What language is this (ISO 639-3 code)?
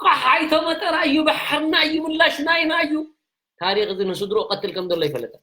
tir